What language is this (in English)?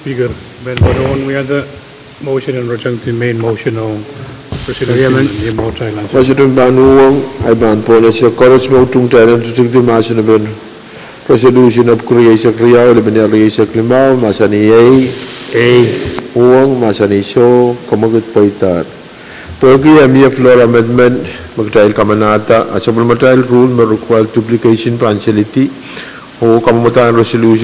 Pohnpeian